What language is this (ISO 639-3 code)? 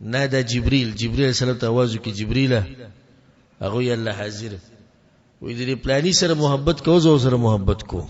pus